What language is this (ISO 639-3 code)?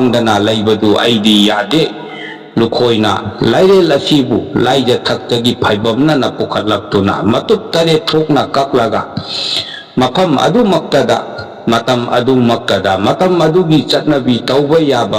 mni